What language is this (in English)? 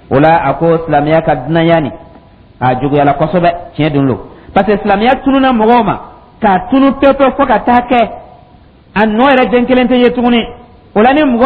Dyula